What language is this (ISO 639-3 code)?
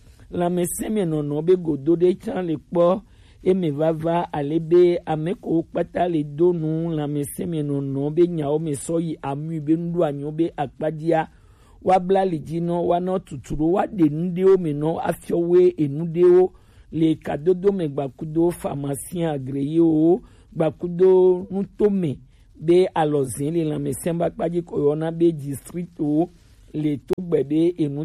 gej